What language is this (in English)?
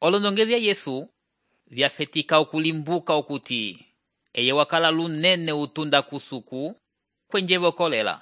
Umbundu